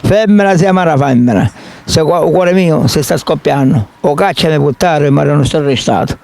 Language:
Sicilian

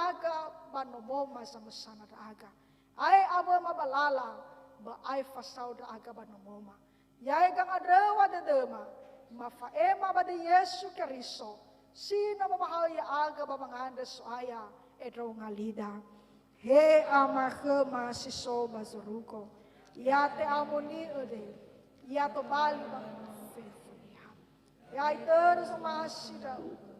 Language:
Nias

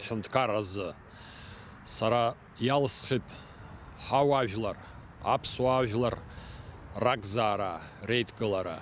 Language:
Abkhazian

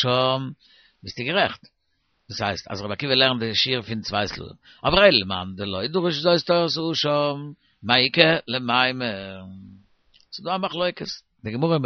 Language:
Yiddish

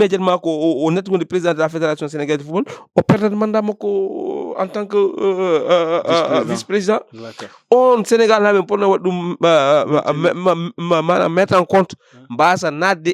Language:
Fula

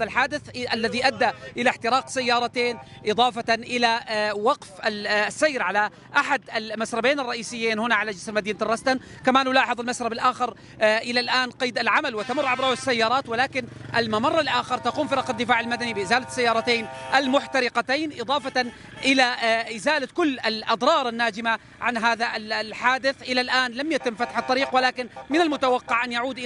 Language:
Arabic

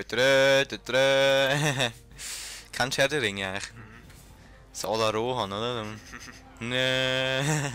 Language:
Swiss German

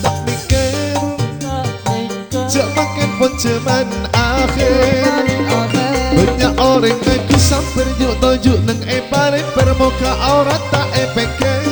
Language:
Madurese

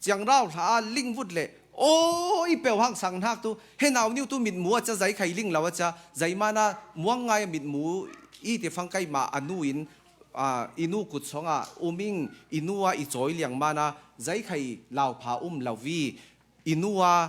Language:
Falam Chin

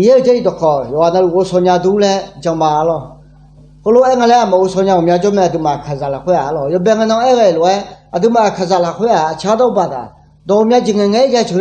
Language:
Akha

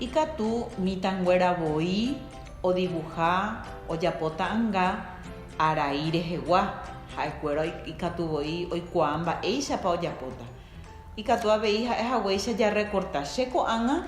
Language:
Guarani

